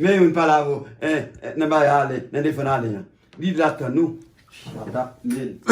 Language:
Haitian Creole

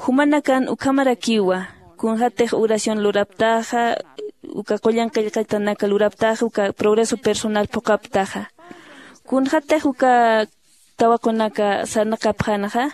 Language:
Aymara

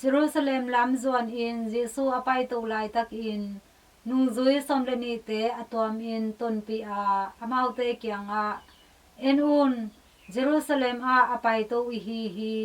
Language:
Tedim Chin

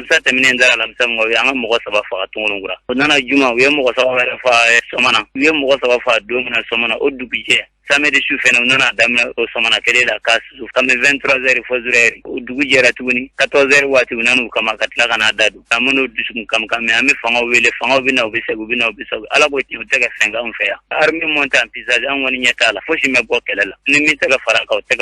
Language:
Bambara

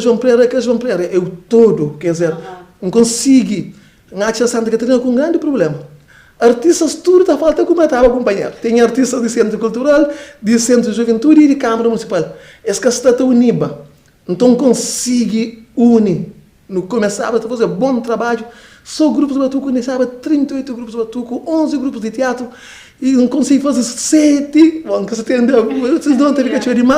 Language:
Kabuverdianu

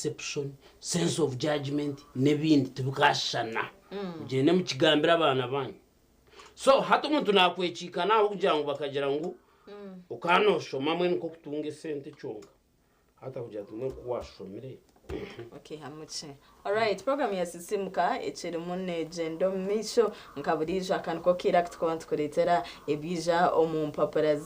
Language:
Nyankole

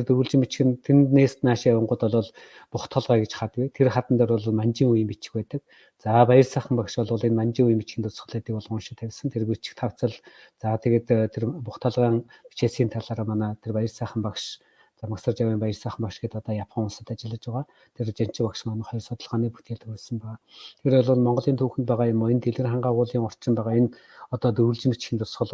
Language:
Mongolian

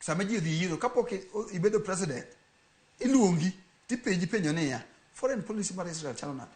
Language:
Luo (Kenya and Tanzania)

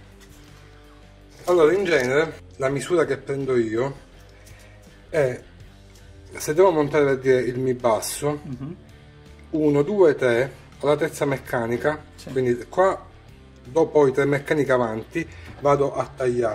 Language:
Italian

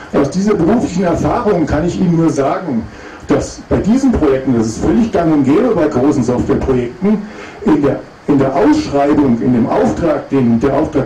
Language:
German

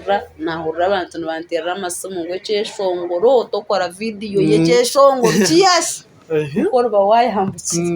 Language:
Nyankole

